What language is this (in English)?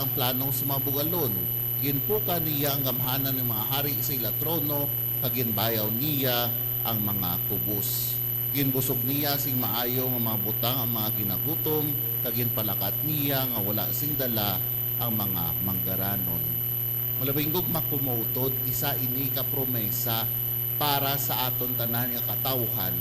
Hiligaynon